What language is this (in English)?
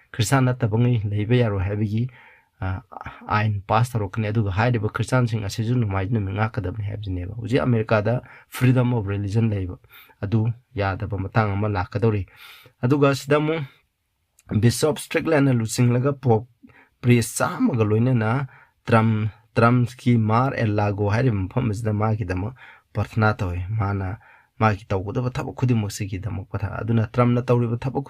Manipuri